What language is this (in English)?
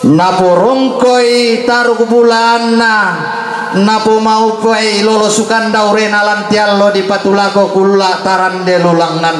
Toraja-Sa'dan